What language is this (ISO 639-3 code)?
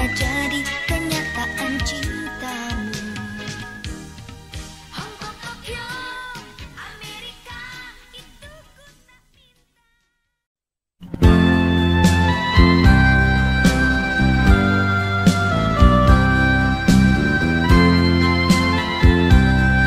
ind